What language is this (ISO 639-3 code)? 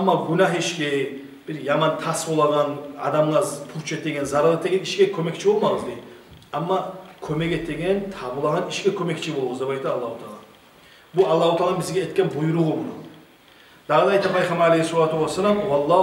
kum